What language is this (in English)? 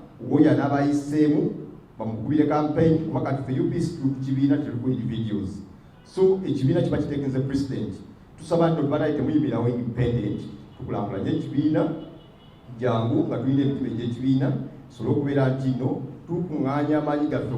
Ganda